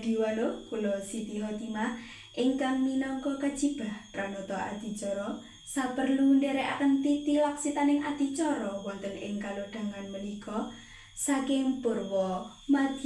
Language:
Javanese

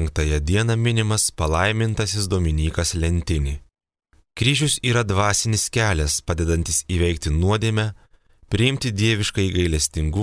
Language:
Lithuanian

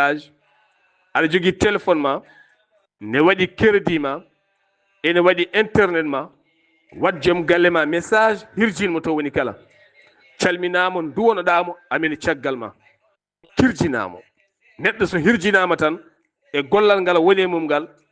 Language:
Fula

